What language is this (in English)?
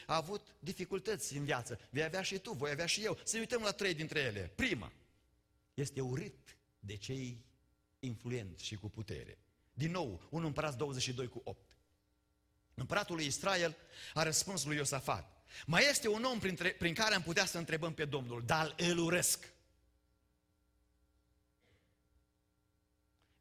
Romanian